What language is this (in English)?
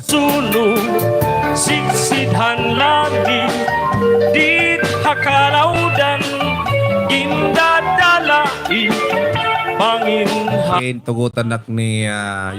Waray